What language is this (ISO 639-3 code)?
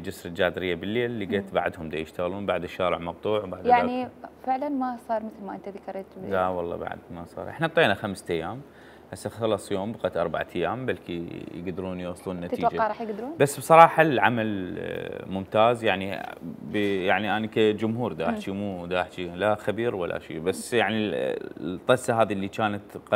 acm